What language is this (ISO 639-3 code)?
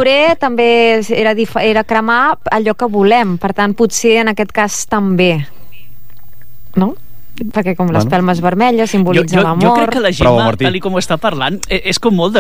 cat